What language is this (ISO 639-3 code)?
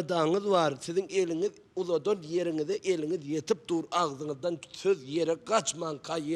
tuk